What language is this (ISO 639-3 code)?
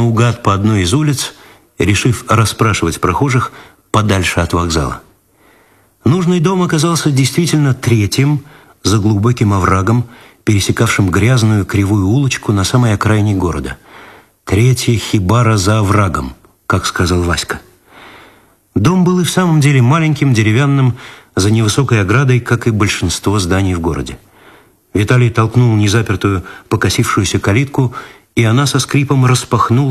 rus